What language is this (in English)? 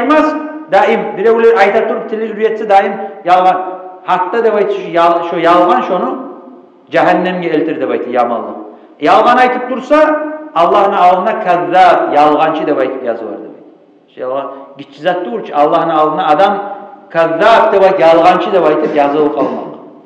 Kumyk